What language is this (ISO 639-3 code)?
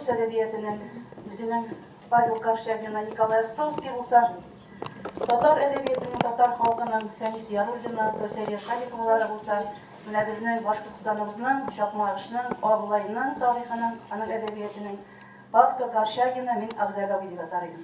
tat